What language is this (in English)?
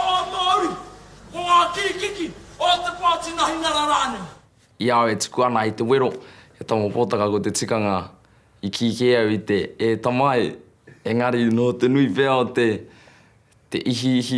Māori